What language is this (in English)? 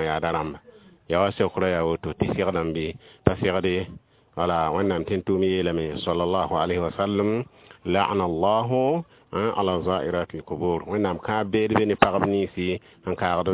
Mossi